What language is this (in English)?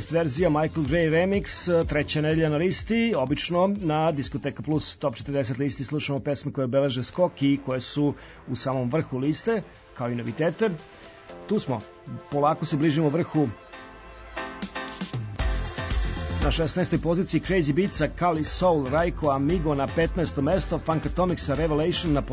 Serbian